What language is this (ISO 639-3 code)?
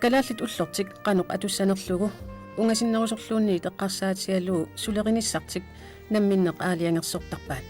kal